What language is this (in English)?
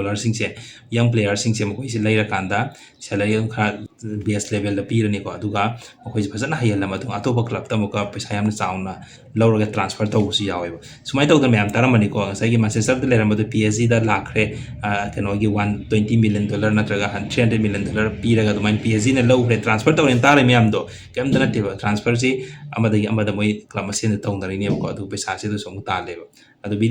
Manipuri